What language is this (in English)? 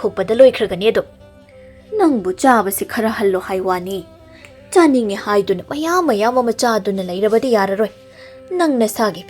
Manipuri